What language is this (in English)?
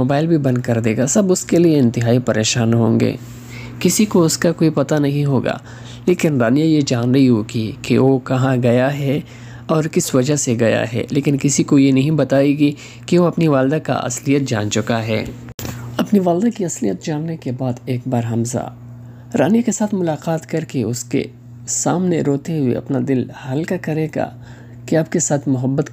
Urdu